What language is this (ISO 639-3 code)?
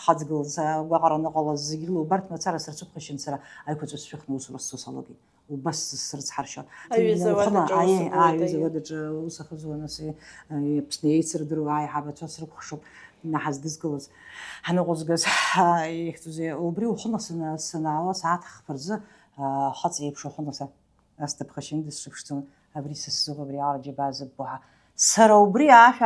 abk